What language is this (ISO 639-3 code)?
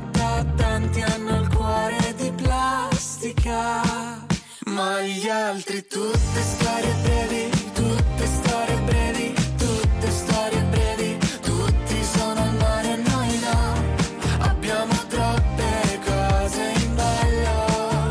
ita